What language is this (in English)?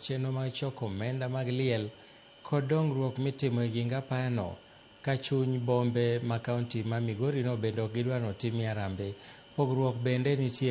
Luo (Kenya and Tanzania)